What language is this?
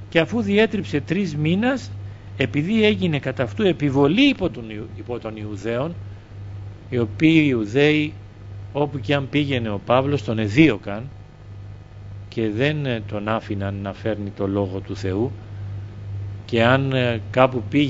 Greek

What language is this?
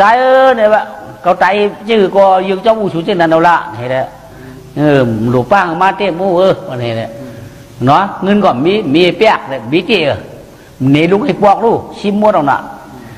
Shan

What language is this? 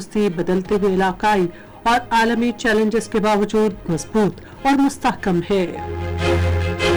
Urdu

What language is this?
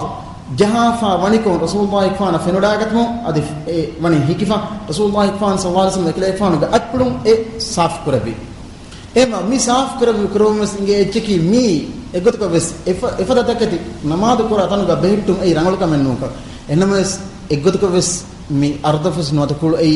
Divehi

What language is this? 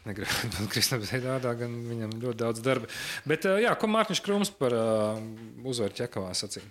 Latvian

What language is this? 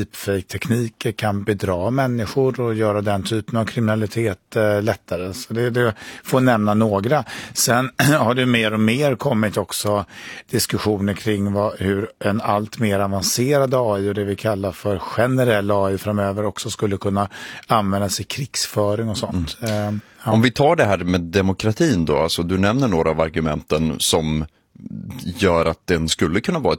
Swedish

